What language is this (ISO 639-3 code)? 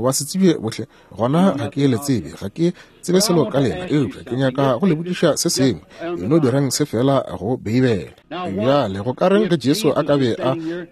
nso